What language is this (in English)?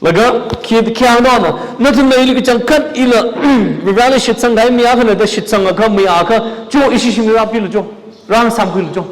Tangkhul Naga (India)